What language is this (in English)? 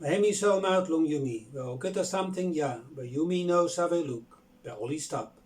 Bislama